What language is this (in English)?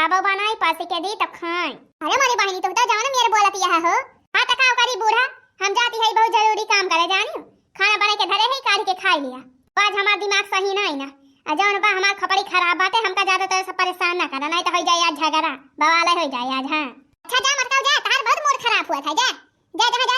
Awadhi